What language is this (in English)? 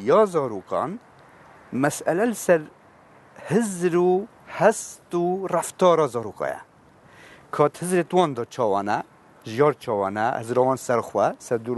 Kurdish